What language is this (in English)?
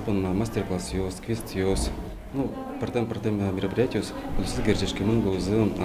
Udmurt